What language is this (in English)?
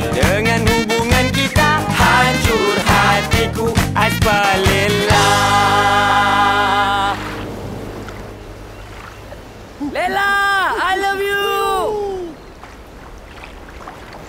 Malay